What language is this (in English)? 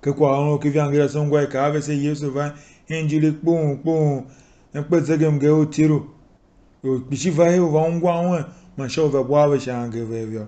Tiv